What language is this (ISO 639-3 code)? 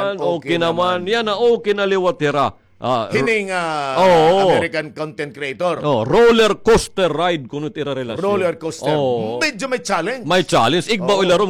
war